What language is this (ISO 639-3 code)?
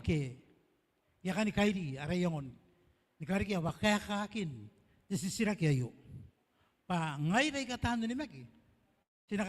gil